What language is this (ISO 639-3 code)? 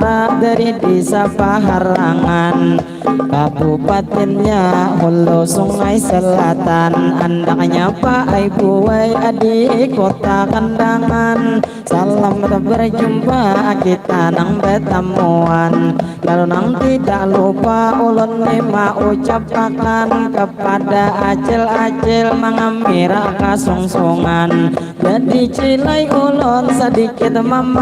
bjn